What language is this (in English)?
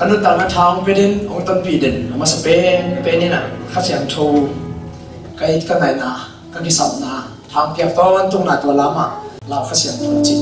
Tedim Chin